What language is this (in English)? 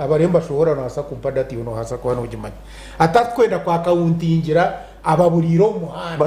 Nyankole